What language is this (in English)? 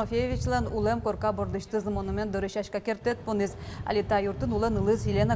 Udmurt